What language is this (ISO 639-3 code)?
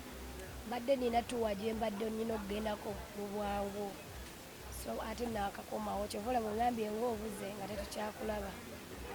lug